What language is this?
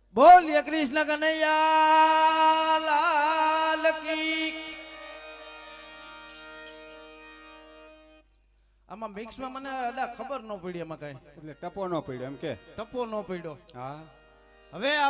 Gujarati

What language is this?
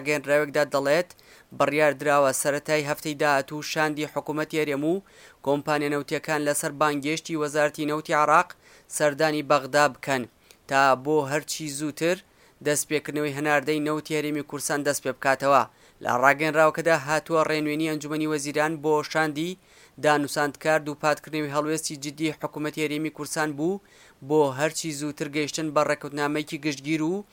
Central Kurdish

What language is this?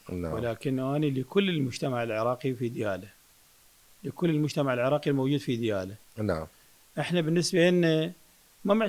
Mesopotamian Arabic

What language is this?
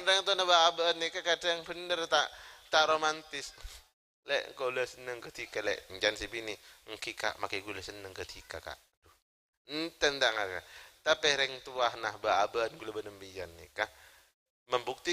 Madurese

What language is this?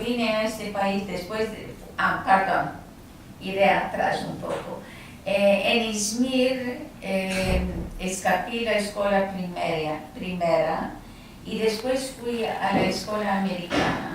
Ladino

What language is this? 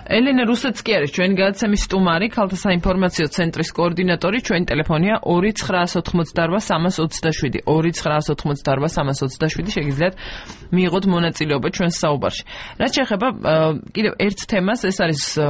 Georgian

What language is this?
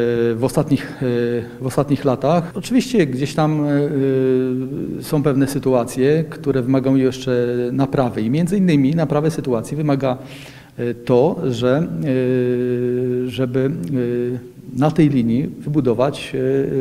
Polish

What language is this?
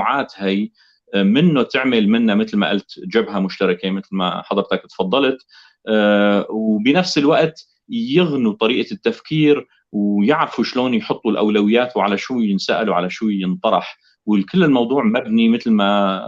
North Levantine Arabic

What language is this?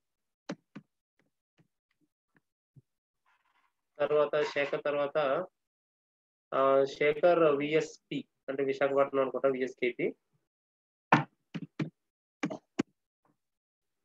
Telugu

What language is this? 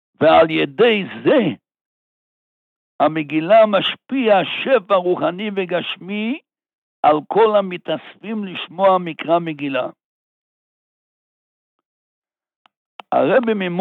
Hebrew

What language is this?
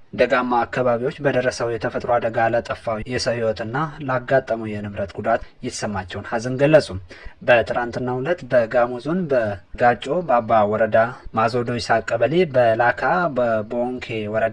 Amharic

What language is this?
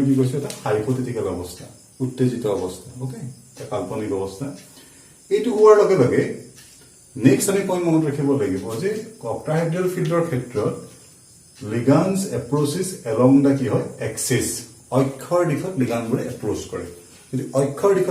Assamese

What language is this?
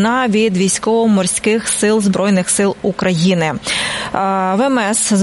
Ukrainian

